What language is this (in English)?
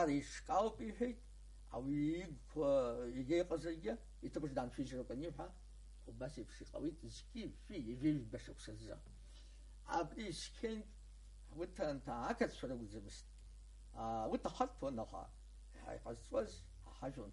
Abkhazian